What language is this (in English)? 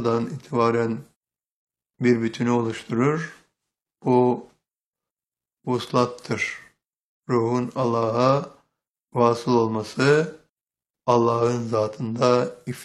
Turkish